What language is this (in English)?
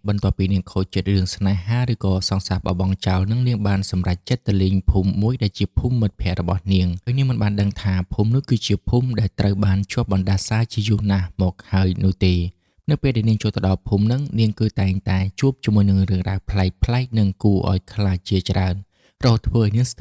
Khmer